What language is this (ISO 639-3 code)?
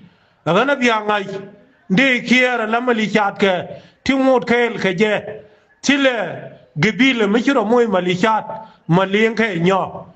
nus